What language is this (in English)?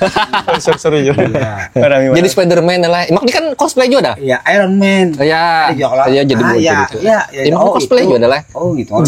Banjar